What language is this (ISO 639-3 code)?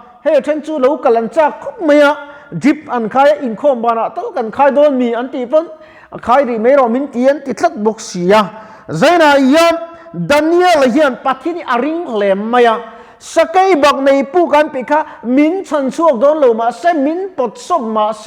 lus